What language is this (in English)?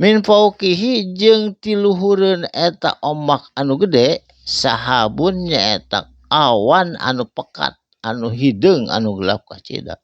Sundanese